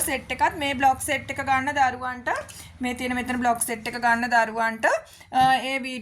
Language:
Sinhala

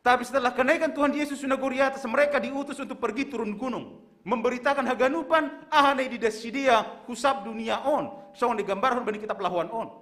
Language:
Batak Simalungun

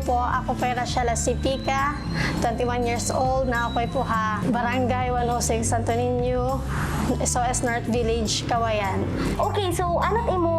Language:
Waray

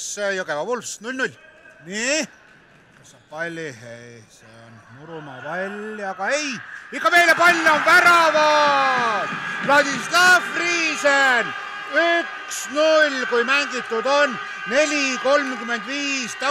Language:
Estonian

